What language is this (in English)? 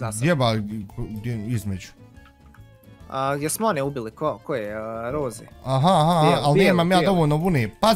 Bosnian